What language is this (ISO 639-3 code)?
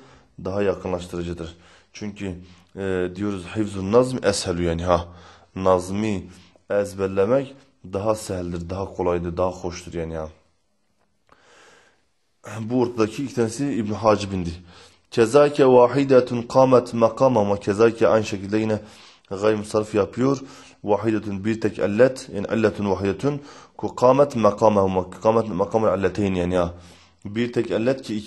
tur